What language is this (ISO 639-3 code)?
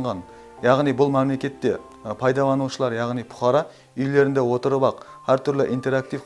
kaa